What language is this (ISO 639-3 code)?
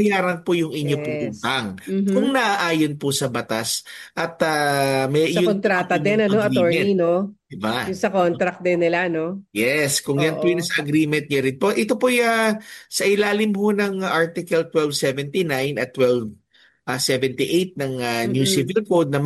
fil